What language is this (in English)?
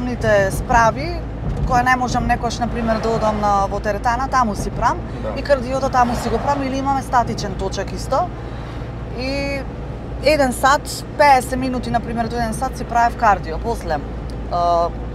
Macedonian